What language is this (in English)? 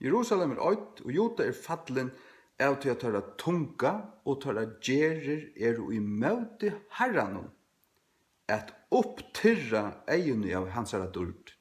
Faroese